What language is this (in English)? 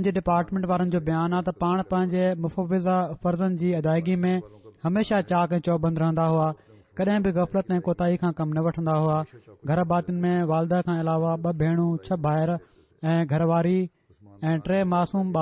Sindhi